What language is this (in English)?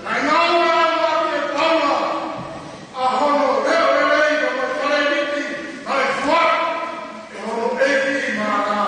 Tongan